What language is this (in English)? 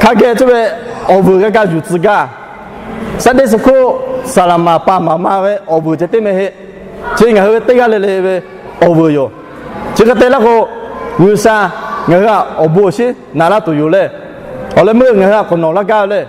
Lahu